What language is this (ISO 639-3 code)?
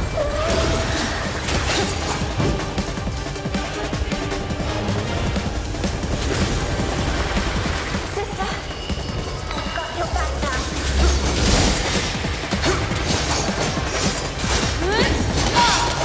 eng